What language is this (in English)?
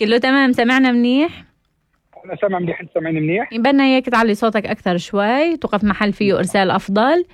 North Levantine Arabic